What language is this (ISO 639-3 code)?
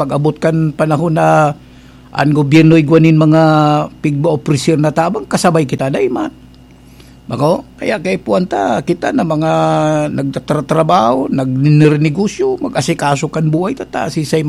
bik